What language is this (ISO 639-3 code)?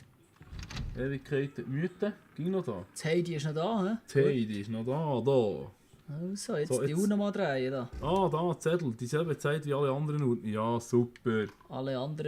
gsw